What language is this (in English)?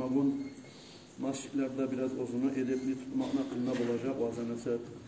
Kumyk